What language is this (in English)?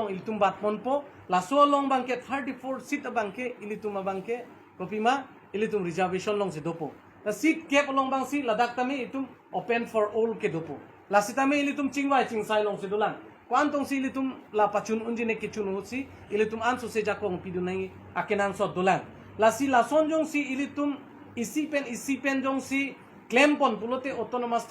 Karbi